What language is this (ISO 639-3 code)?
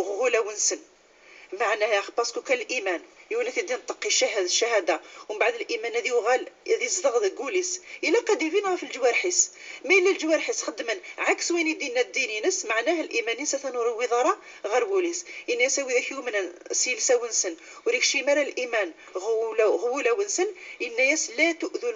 kab